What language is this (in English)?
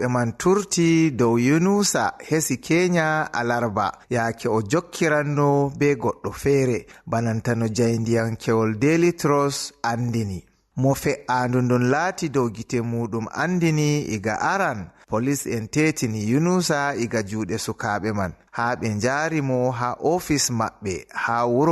Fula